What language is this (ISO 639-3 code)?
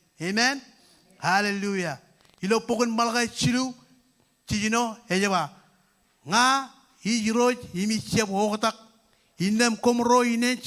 mah